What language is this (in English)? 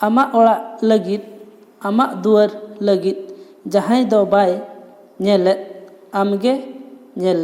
Santali